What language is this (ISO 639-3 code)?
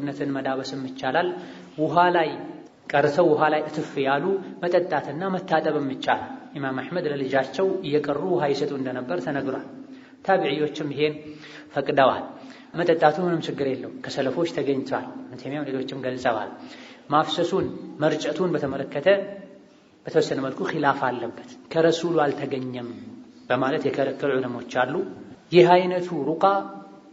amh